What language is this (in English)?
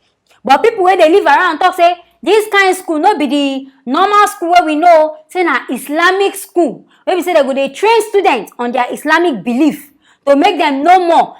Nigerian Pidgin